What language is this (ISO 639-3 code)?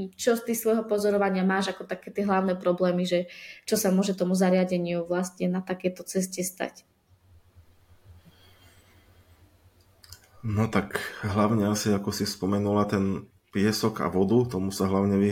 slk